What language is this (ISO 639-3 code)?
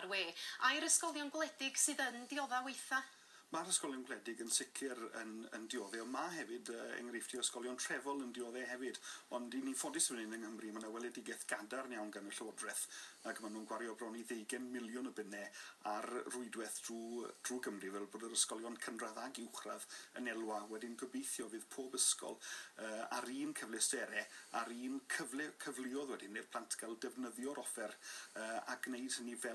cym